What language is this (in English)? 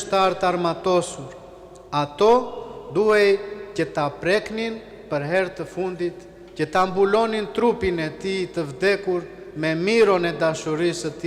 Albanian